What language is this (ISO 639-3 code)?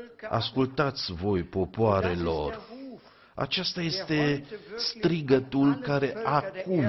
ron